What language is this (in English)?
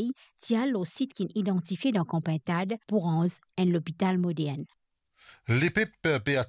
Morisyen